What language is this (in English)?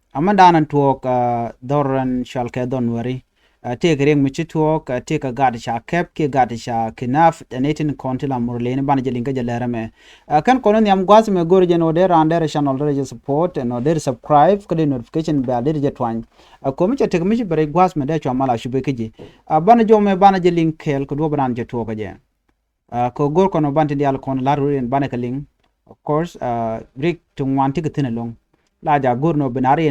Nuer